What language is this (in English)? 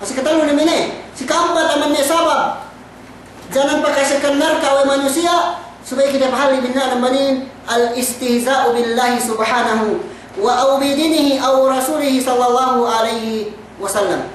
Yakan